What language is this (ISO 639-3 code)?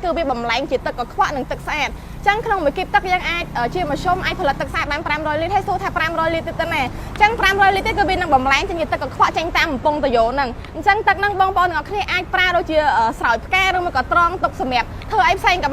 khm